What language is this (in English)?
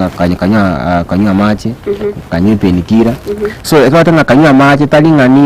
Gusii